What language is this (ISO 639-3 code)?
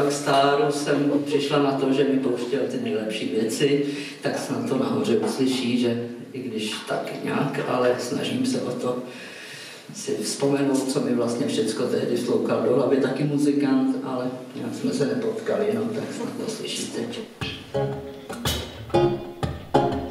ces